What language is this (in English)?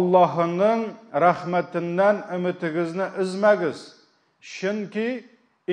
Tatar